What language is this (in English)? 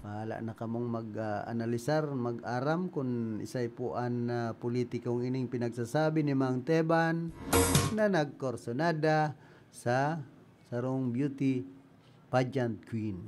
Bikol